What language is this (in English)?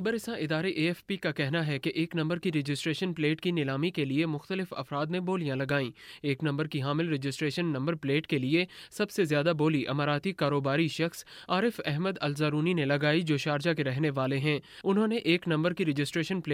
Urdu